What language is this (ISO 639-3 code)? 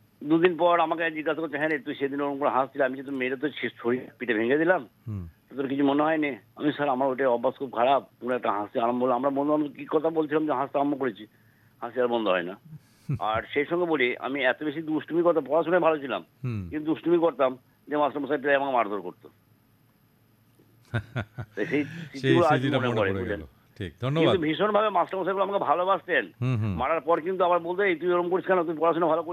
ben